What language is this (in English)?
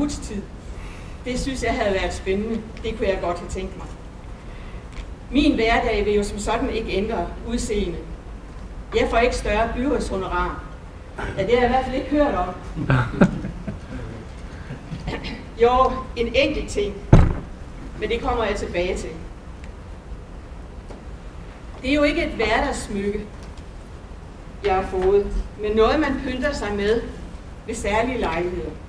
Danish